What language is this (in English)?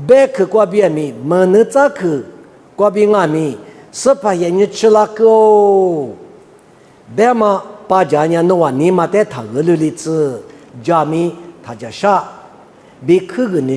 Lisu